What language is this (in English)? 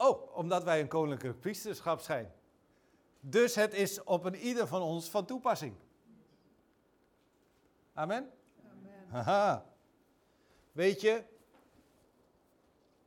Dutch